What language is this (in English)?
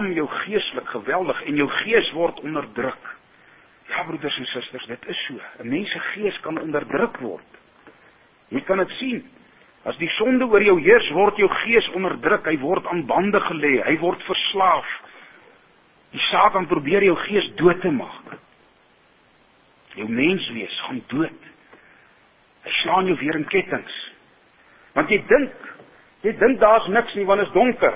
Afrikaans